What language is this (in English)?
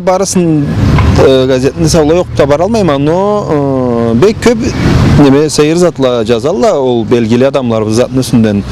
Karachay-Balkar